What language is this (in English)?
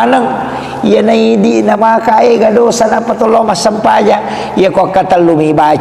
Buginese